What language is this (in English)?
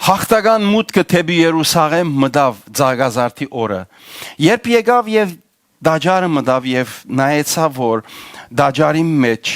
Western Armenian